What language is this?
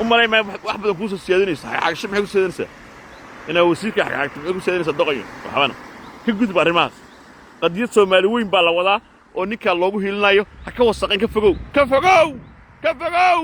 Somali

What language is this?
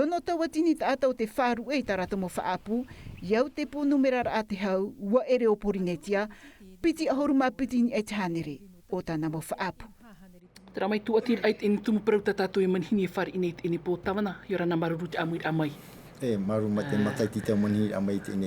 Tahitian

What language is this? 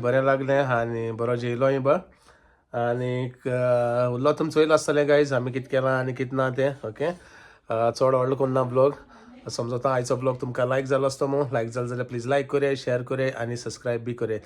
Konkani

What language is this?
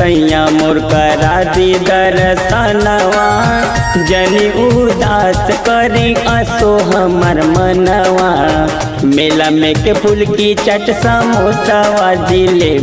Bhojpuri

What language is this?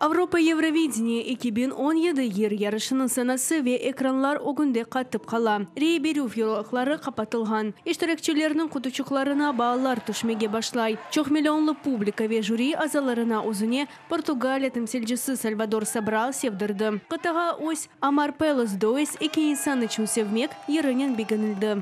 Crimean Tatar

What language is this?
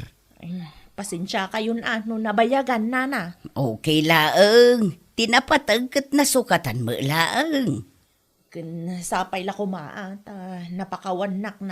Iloko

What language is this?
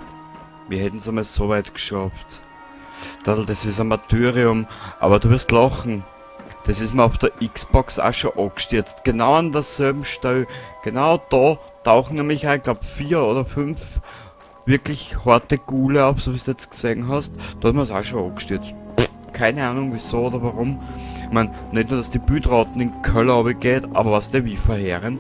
Bavarian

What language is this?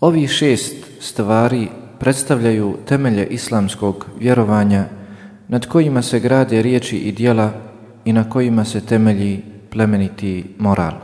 Bosnian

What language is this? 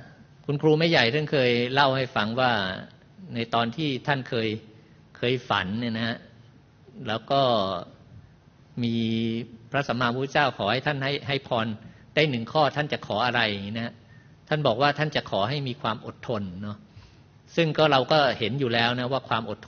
Thai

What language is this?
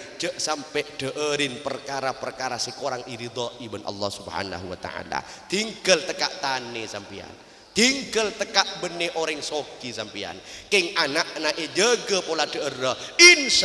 Madurese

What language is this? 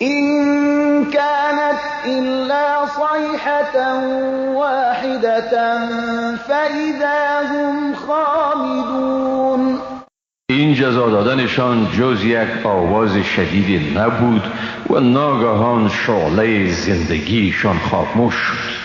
Persian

